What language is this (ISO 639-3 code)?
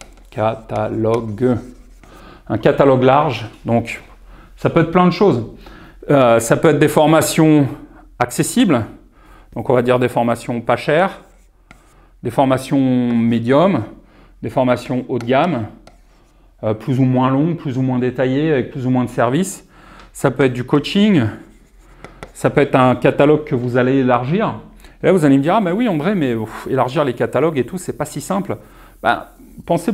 fra